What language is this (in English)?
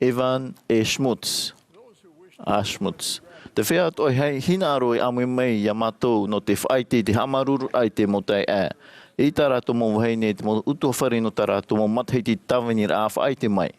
Tahitian